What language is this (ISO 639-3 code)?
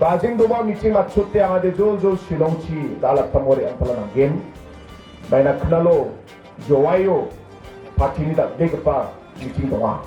grt